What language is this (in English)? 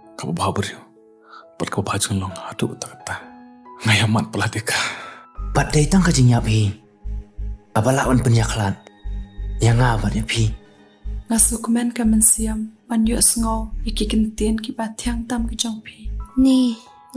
Khasi